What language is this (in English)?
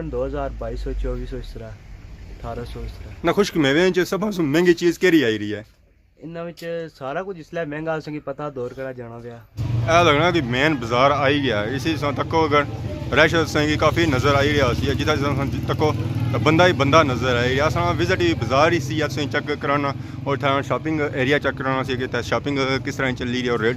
Pahari-Potwari